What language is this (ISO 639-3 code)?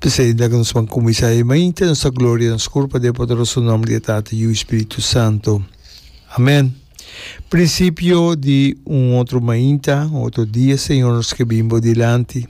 pap